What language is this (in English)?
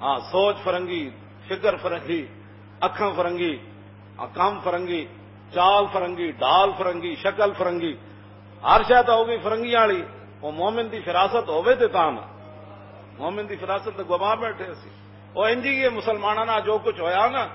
Western Panjabi